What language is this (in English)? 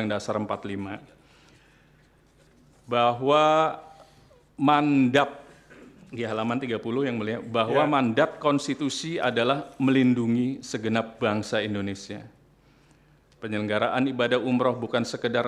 Indonesian